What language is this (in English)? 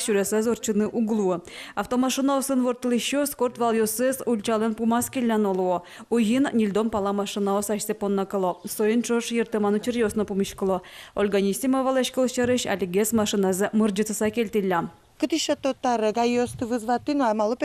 Udmurt